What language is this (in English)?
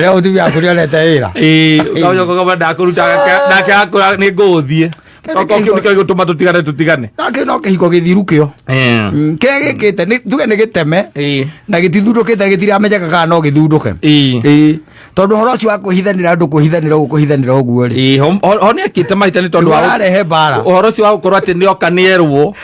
Kikuyu